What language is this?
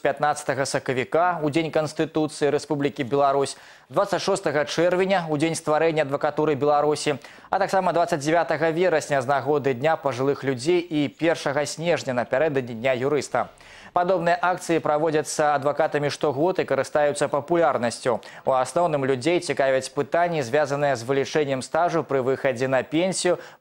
Belarusian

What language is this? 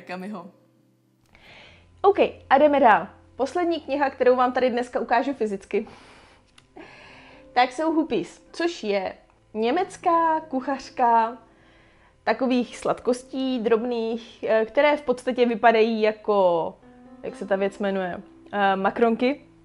Czech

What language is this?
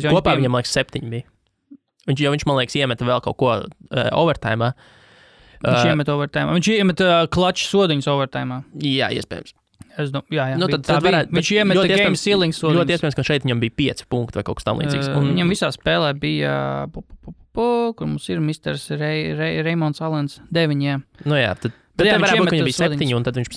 Latvian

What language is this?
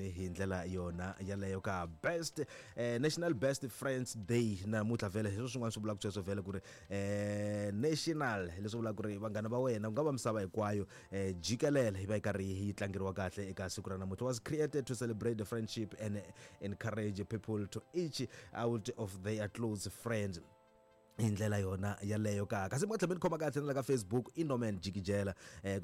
Tsonga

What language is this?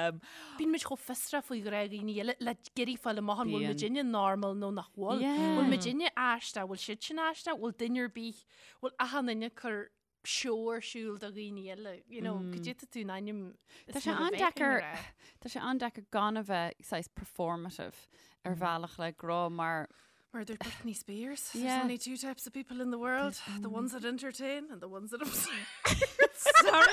Irish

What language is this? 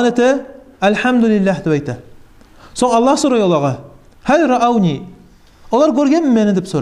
Kumyk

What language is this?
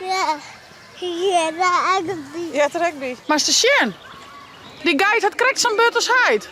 Western Frisian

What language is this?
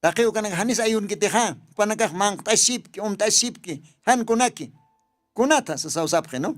Aymara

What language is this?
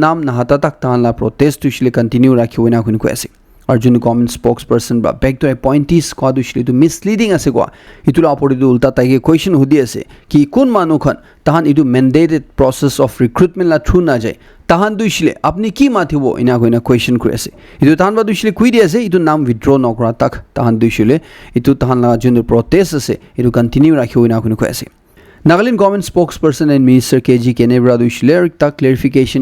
Naga Pidgin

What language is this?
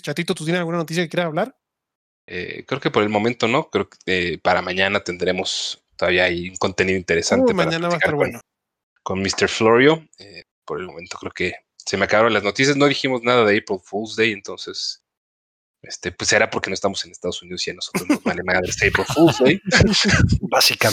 Spanish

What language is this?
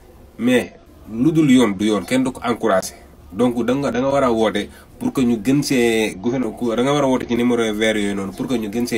Wolof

